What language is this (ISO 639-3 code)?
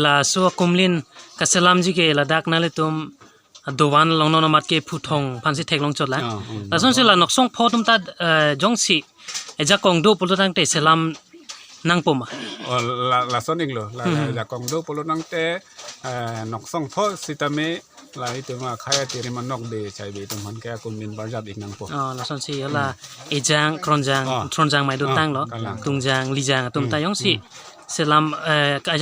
mjw